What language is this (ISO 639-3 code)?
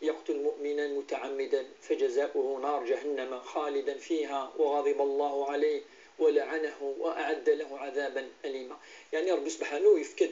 kab